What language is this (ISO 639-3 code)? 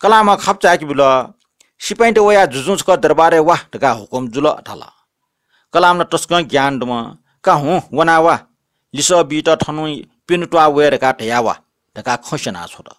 new